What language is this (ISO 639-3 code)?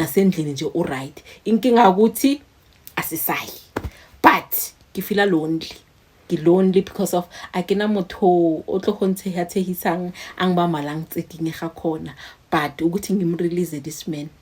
zul